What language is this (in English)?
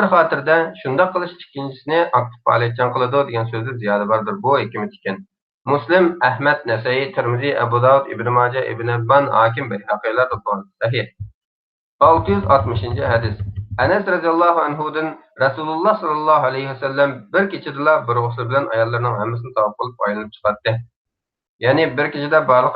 Uyghur